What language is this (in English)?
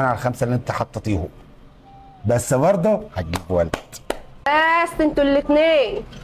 Egyptian Arabic